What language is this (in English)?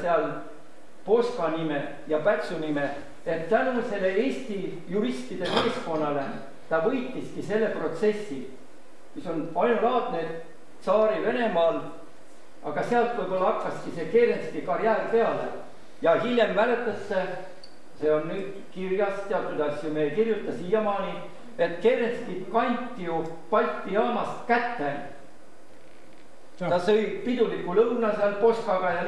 Estonian